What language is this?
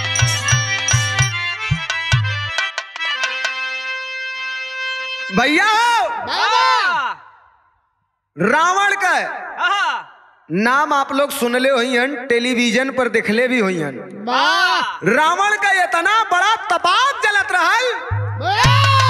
Bhojpuri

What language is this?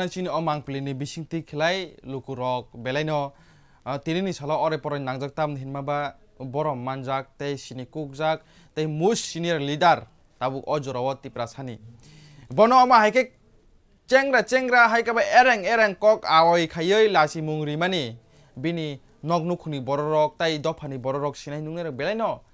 Kok Borok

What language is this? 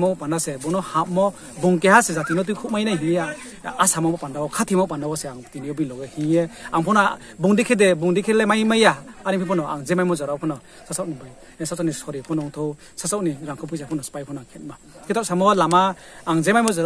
Riang (India)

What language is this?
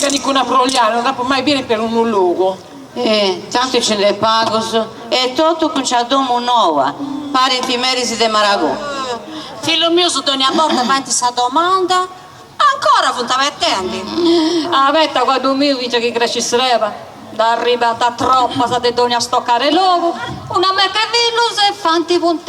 Sardinian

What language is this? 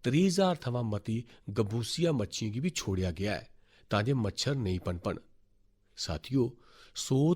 Dogri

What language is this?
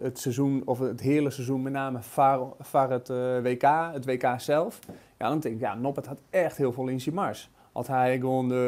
Western Frisian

